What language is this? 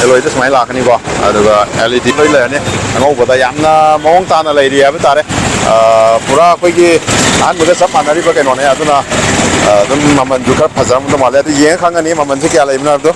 Manipuri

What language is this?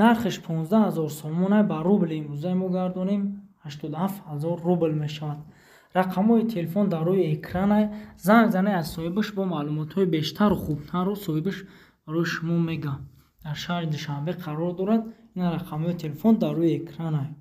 Tajik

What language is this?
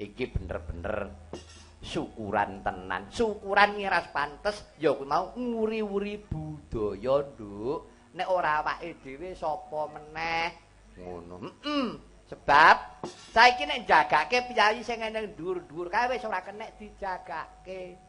Javanese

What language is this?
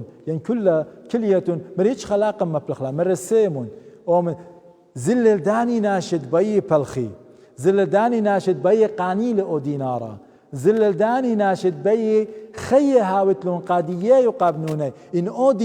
Assyrian Neo-Aramaic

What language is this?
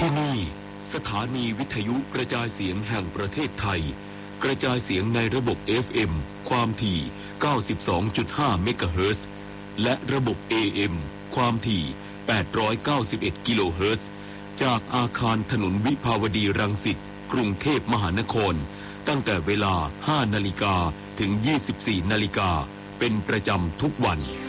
Thai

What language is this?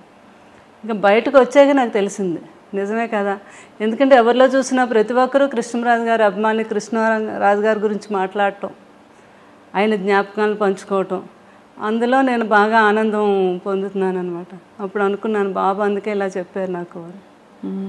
Telugu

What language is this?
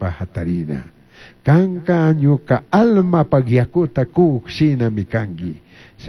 Chimborazo Highland Quichua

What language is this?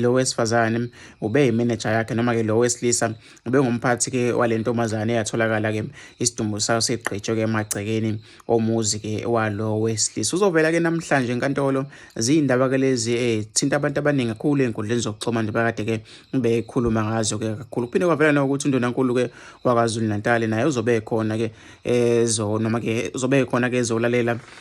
Zulu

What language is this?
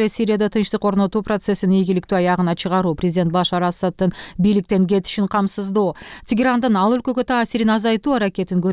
Kyrgyz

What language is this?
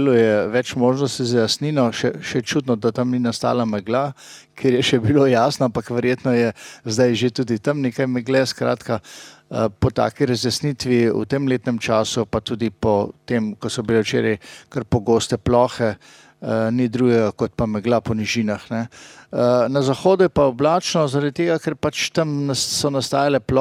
Slovenian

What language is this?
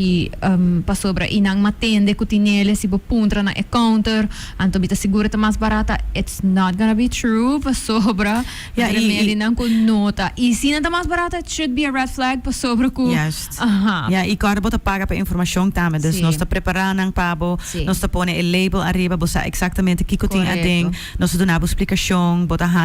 Papiamento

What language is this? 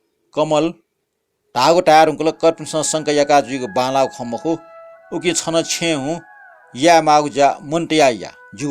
Newari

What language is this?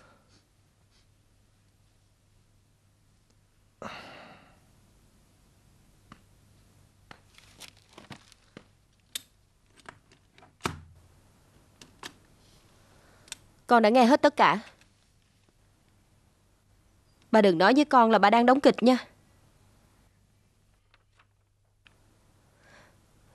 Vietnamese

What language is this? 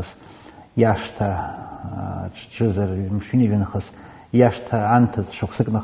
Abkhazian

